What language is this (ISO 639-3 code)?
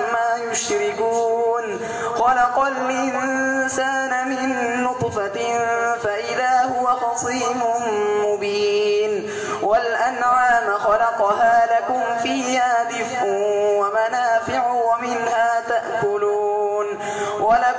ara